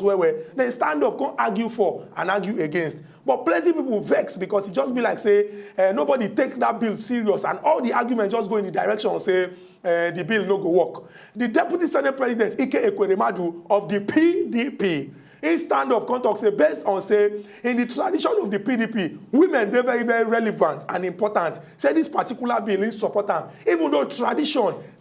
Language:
Nigerian Pidgin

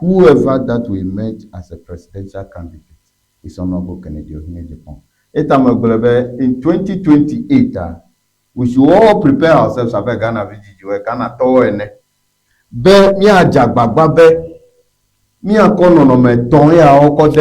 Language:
Ewe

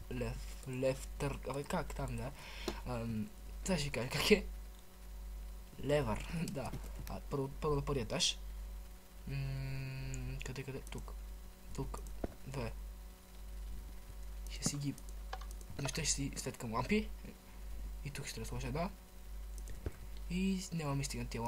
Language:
Bulgarian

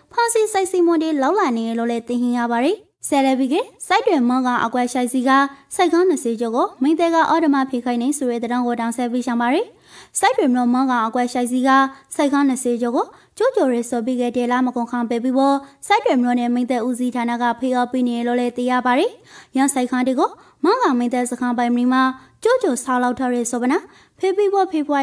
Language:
Rakhine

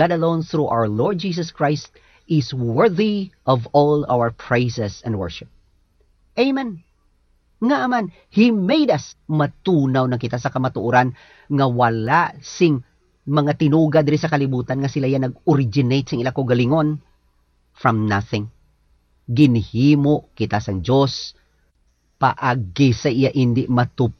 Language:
Hiligaynon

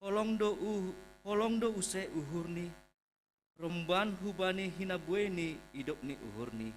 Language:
Batak Simalungun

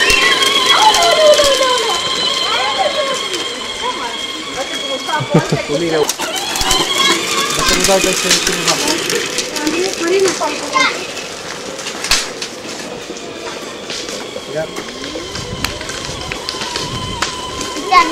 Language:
Romanian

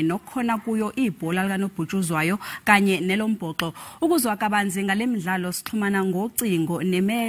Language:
Zulu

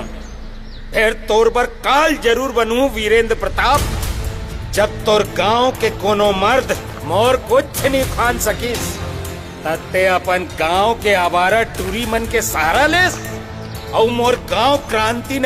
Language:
Chhattisgarhi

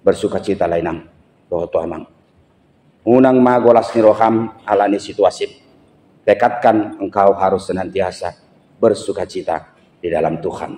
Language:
Batak Toba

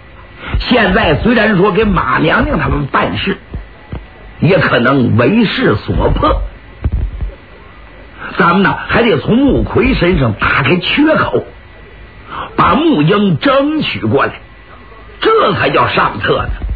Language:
Chinese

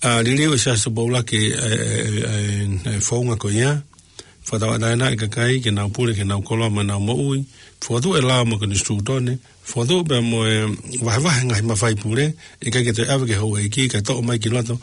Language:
Tongan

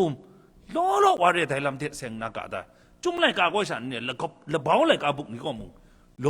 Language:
Kachin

